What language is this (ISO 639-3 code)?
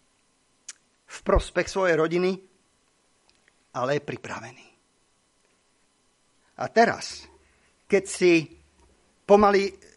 slk